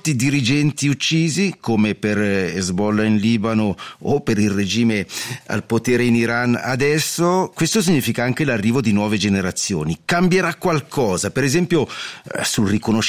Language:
Italian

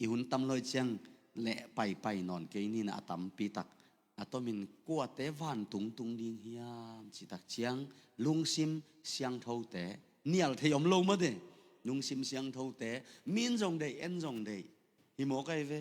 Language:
Tedim Chin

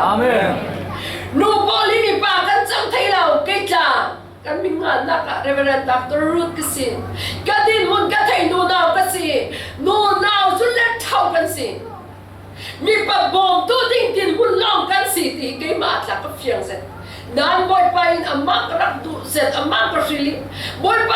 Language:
Falam Chin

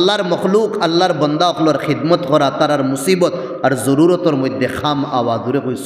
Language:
Sylheti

